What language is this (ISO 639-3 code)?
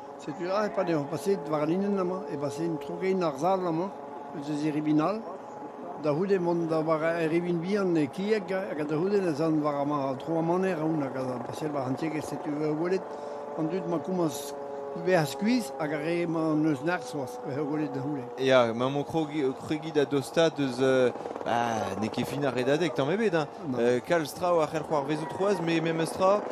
bre